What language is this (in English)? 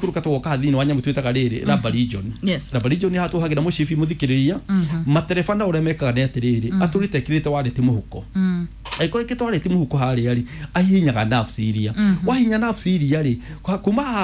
Kikuyu